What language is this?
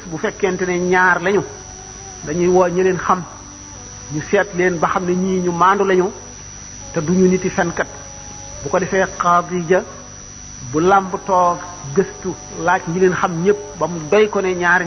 Wolof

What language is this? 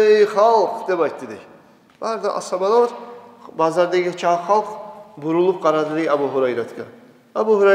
Kumyk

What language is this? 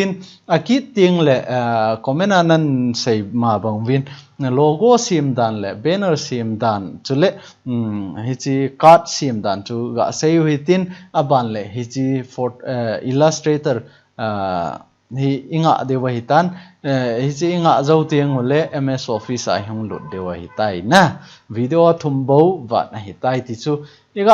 Thado Chin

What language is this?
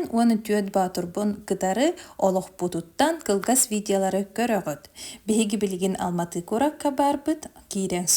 Yakut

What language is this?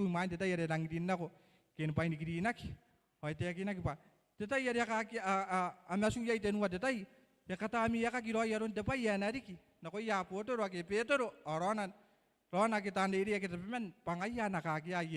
Gilbertese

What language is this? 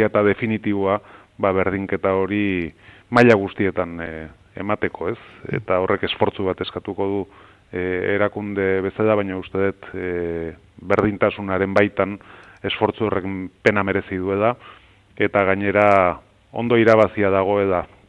Basque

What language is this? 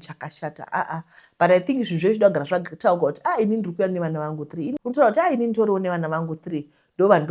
Shona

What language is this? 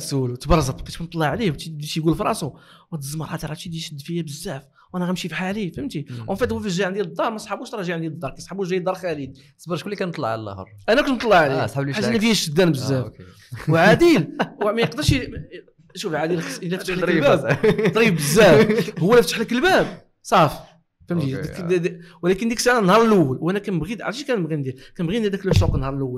Moroccan Arabic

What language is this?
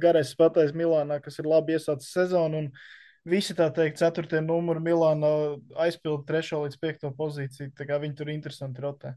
Latvian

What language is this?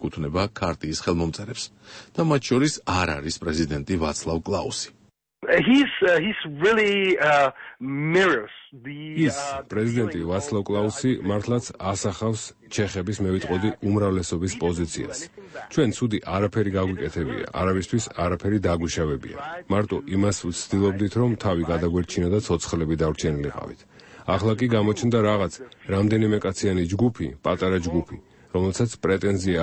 Georgian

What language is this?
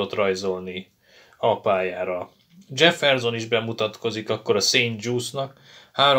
Hungarian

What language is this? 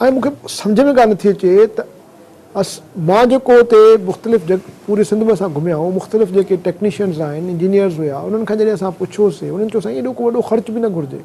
Sindhi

